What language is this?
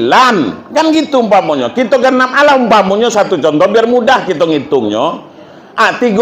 Minangkabau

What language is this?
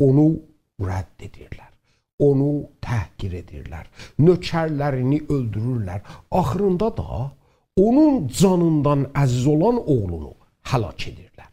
South Azerbaijani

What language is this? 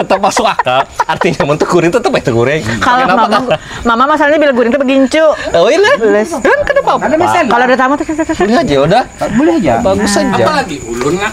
Banjar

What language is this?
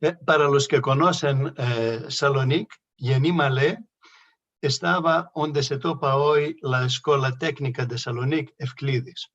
Ladino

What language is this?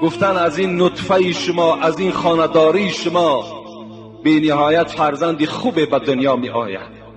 Tajik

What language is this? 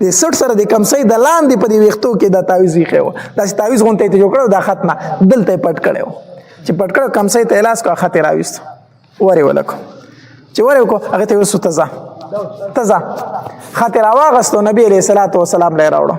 Pashto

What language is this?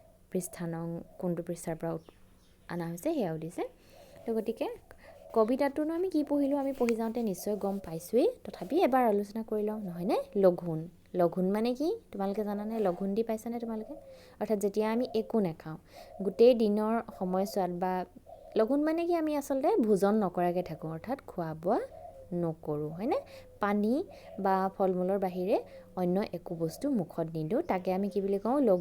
Assamese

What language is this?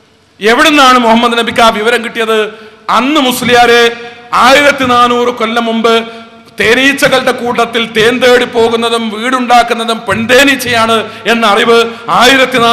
Malayalam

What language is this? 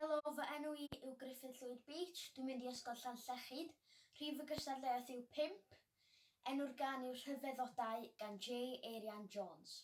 Welsh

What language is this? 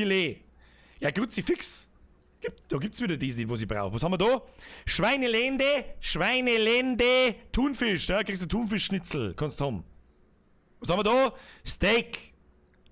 Bavarian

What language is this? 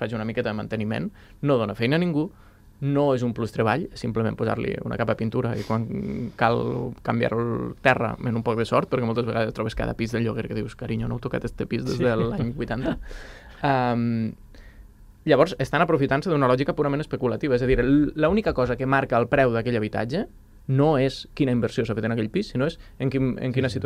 Catalan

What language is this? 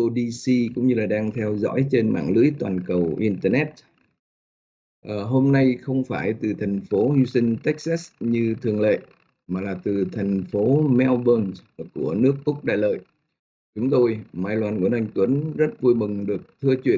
Vietnamese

